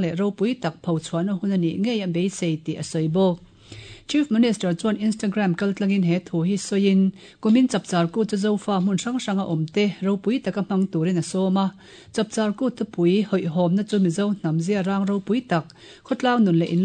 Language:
Mizo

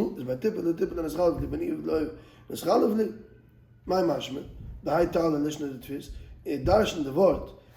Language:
Yiddish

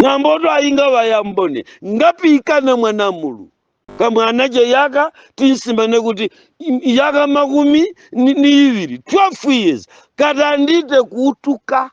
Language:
Nyanja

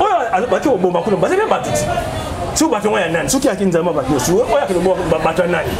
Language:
Lingala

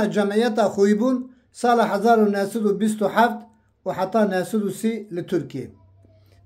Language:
Kurdish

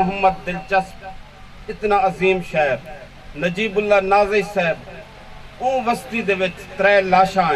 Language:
Saraiki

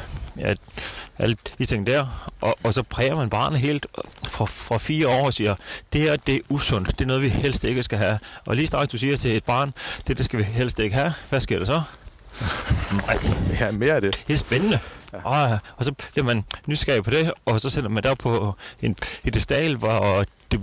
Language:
Danish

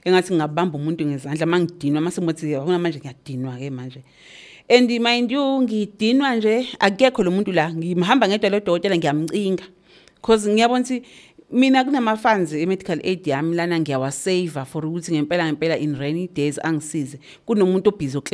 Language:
Zulu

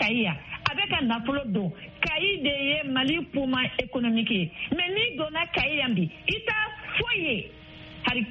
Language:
Bambara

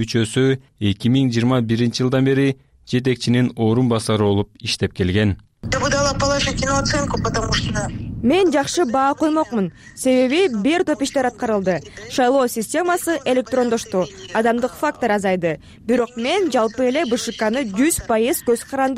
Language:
Kyrgyz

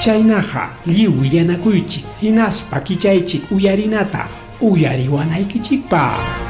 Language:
Ayacucho Quechua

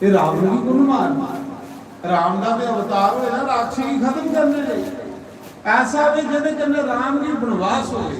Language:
Dogri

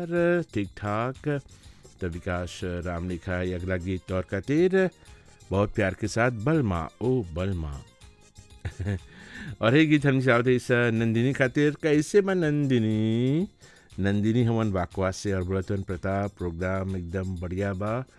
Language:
Bhojpuri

